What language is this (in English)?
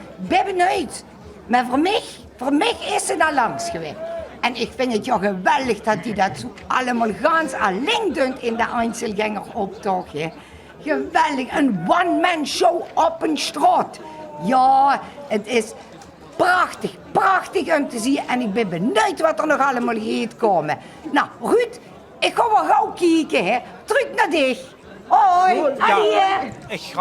Limburgish